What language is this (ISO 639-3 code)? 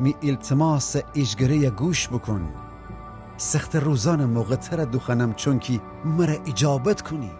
glk